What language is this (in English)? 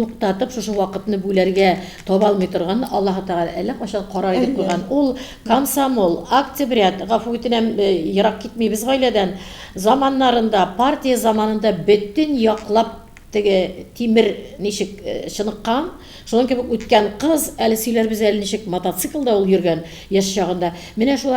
Tatar